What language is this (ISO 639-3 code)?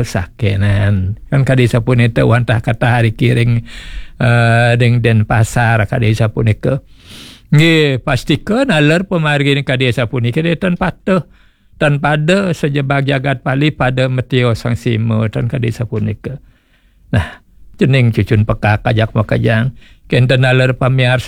ban